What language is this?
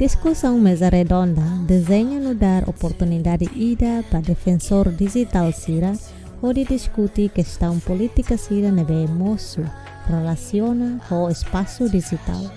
Tetum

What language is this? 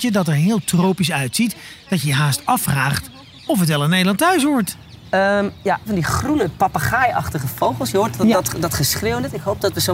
Dutch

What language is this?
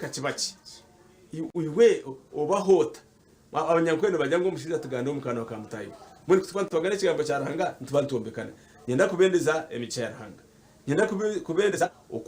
Nyankole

